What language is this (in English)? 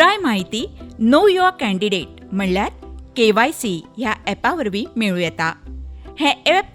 Konkani